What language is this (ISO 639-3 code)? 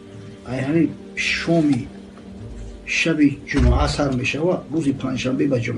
tgk